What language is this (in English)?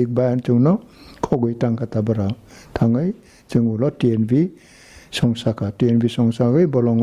Kok Borok